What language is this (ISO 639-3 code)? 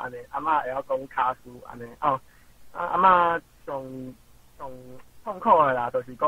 nan